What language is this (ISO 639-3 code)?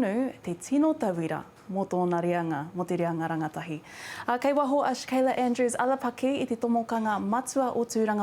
mri